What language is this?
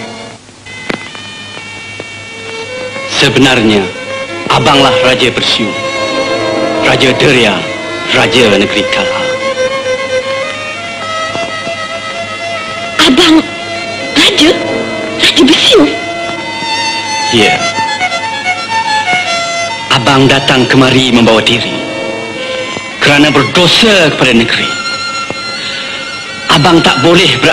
Malay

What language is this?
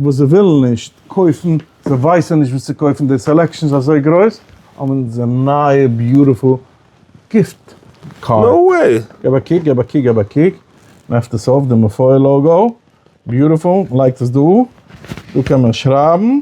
Yiddish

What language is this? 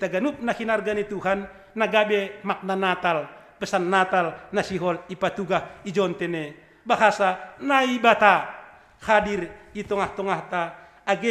Batak Simalungun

